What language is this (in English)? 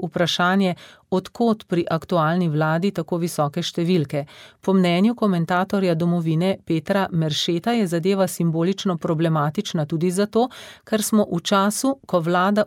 Slovenian